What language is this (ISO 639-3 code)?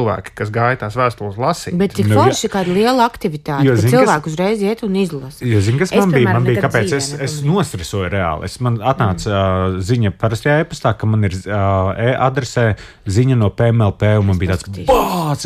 lav